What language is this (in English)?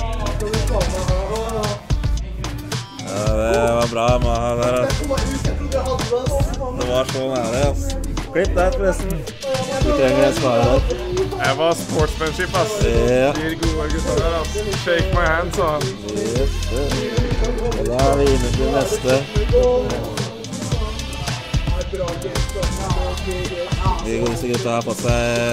Norwegian